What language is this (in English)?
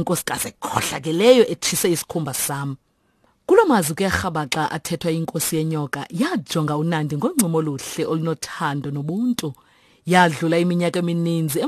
Xhosa